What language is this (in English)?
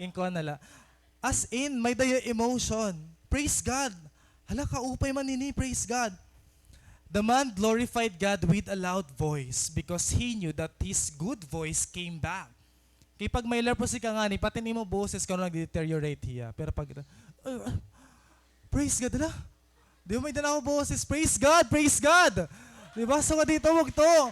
Waray